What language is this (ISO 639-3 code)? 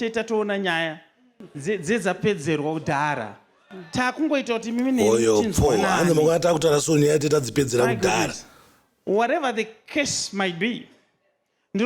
sna